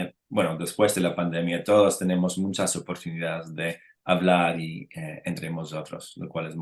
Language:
Ladino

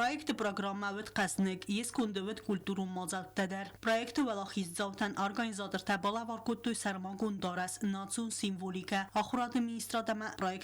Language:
Ossetic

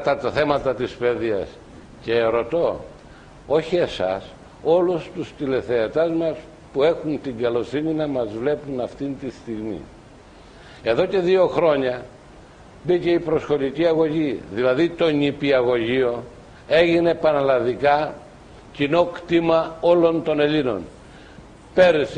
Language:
Greek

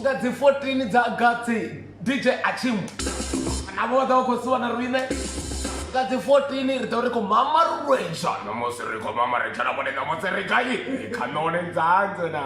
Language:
Venda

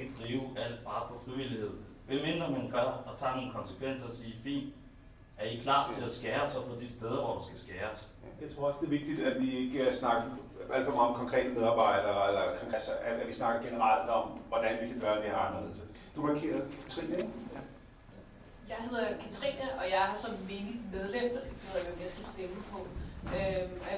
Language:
Danish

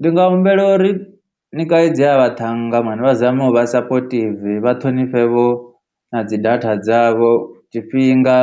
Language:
Venda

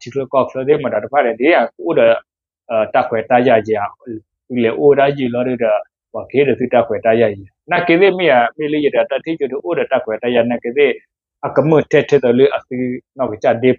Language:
S'gaw Karen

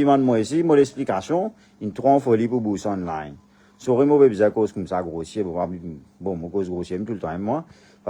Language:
Morisyen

